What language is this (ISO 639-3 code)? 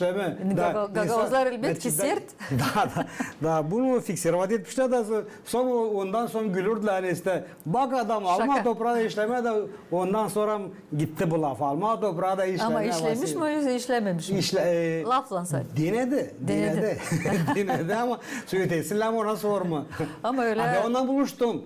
gag